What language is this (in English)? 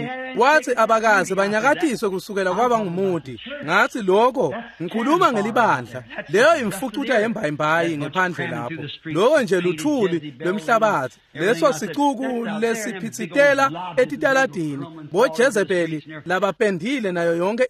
Swati